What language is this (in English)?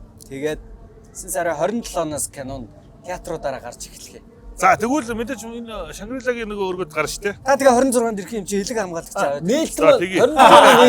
Mongolian